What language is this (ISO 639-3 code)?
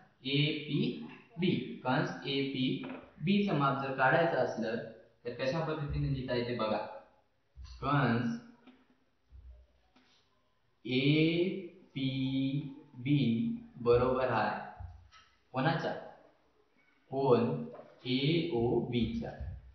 mar